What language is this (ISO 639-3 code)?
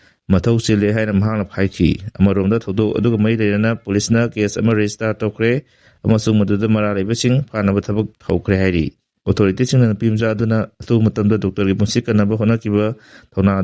mni